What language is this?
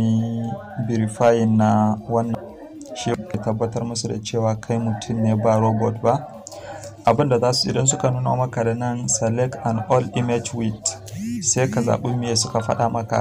Hausa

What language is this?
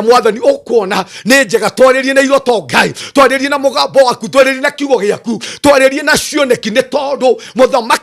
Kikuyu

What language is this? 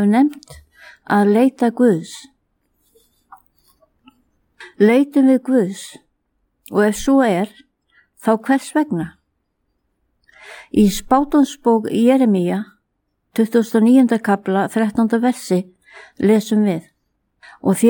Icelandic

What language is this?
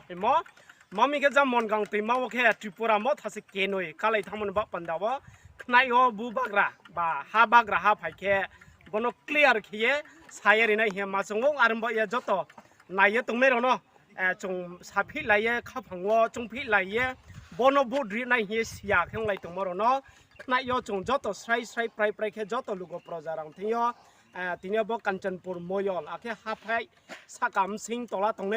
Riang (India)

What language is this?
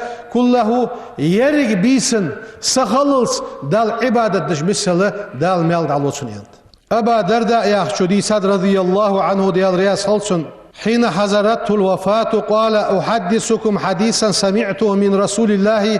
Ingush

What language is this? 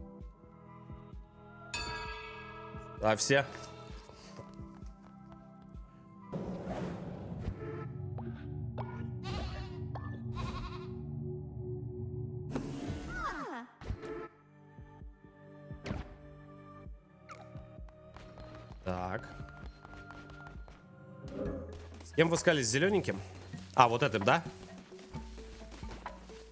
Russian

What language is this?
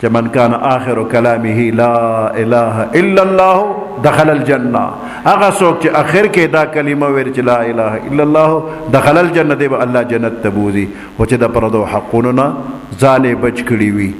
Pashto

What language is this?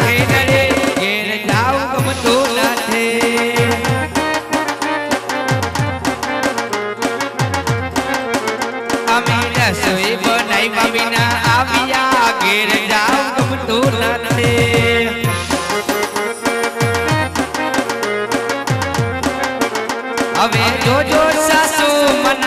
Gujarati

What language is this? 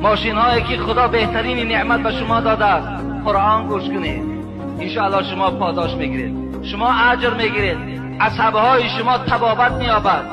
Tajik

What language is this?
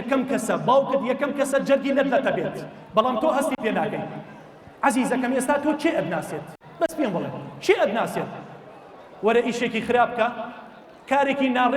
Central Kurdish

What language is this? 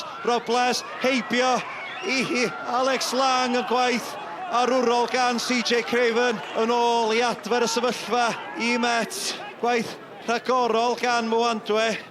Welsh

